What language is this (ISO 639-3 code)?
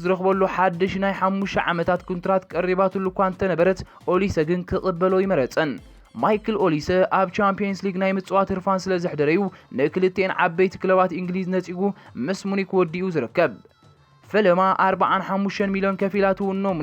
tir